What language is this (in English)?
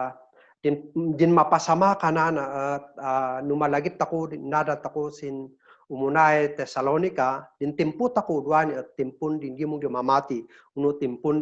Kankanaey